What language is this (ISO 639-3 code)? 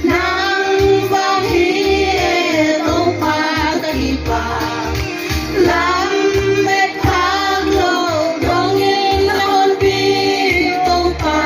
ctd